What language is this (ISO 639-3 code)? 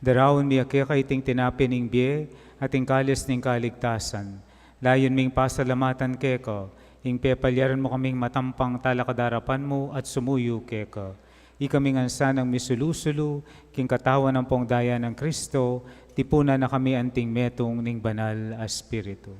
pam